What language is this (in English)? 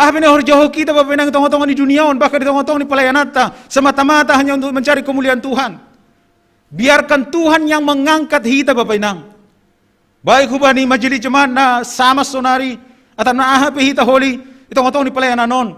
Batak Simalungun